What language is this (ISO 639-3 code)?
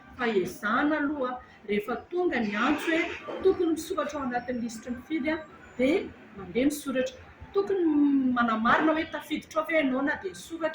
mlg